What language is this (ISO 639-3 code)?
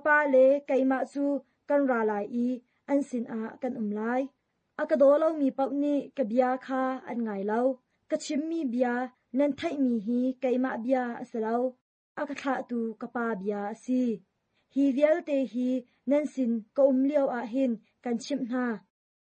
cnh